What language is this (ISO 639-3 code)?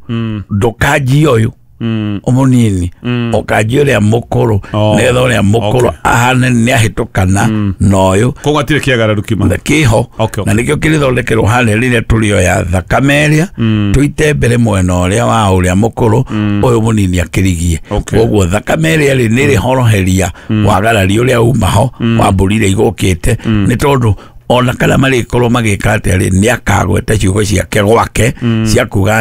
kik